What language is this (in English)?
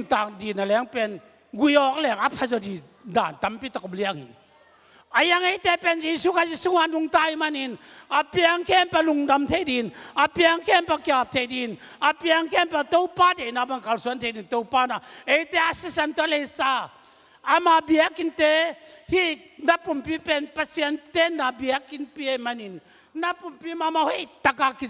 Tedim Chin